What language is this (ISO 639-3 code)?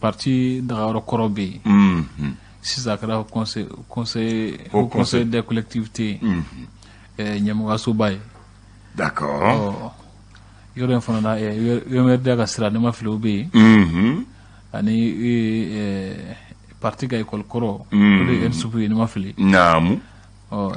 bam